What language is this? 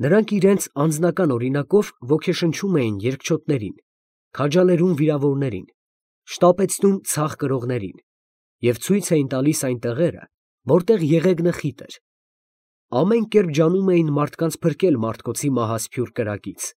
Armenian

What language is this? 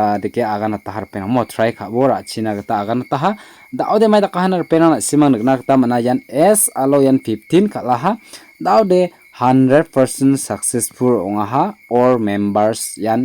Garo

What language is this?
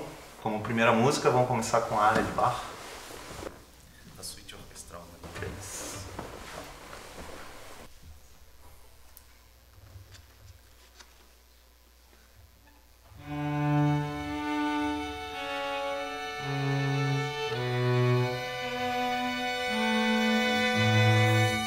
Portuguese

